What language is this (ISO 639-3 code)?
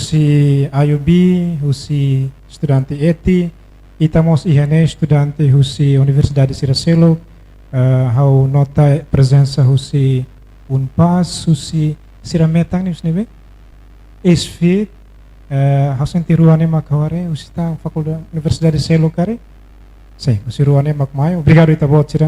tet